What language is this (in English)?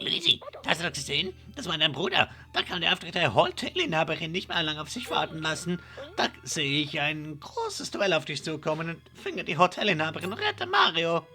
Swiss German